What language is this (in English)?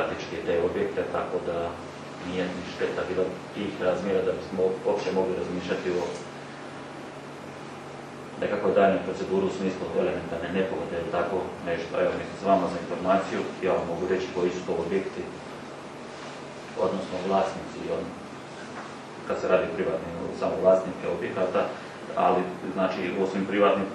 Croatian